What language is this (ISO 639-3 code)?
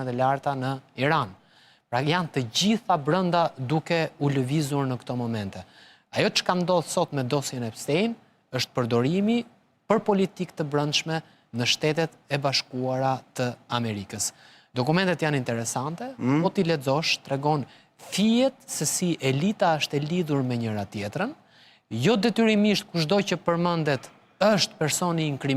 sqi